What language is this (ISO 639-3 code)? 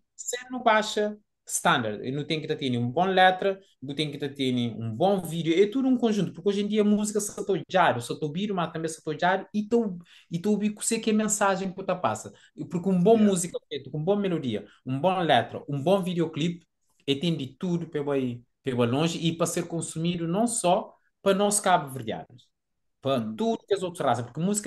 kea